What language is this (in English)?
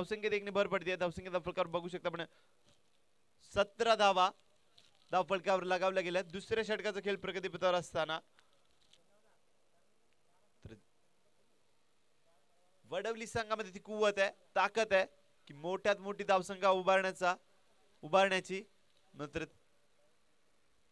Marathi